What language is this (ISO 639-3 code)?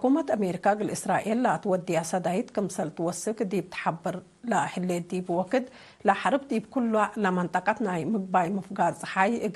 tig